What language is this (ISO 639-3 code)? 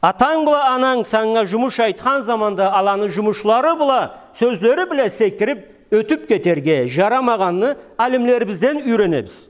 krc